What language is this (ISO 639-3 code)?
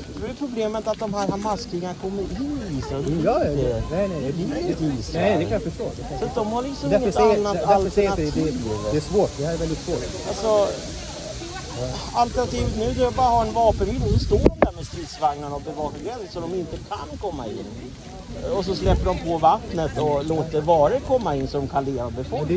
swe